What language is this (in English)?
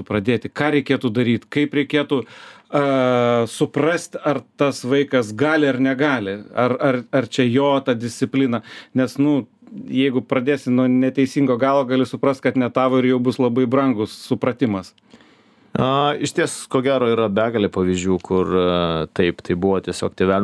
Lithuanian